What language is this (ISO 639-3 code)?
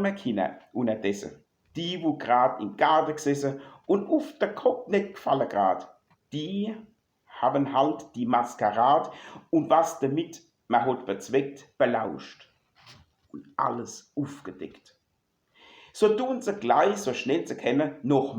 pfl